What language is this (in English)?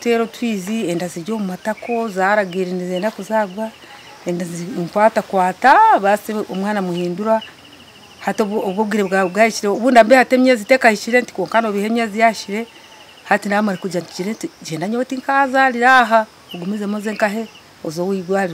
Nyankole